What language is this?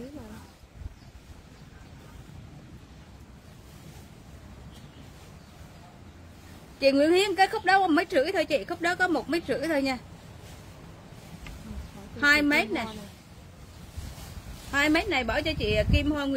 Vietnamese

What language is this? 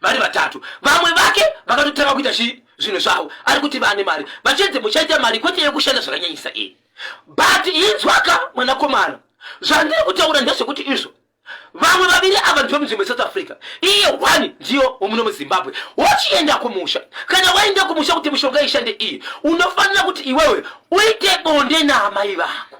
Shona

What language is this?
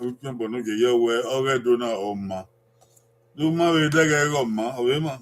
Bini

